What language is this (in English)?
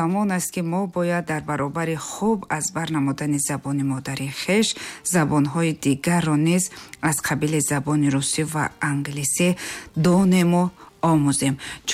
Tajik